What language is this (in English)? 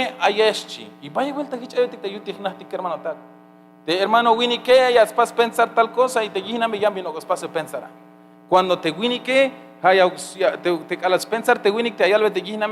Tzeltal